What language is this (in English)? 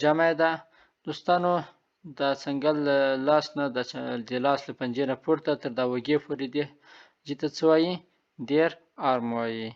Pashto